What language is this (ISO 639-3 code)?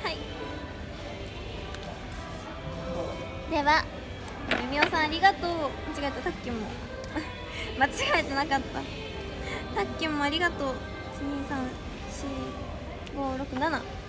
jpn